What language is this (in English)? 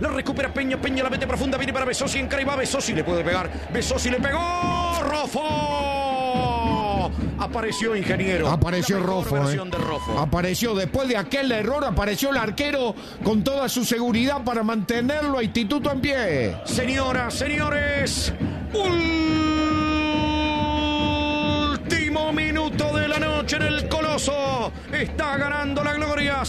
Spanish